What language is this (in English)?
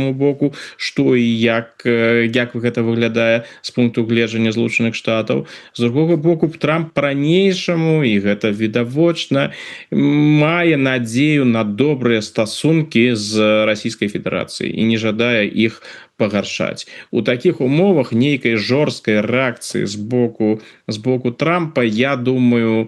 Belarusian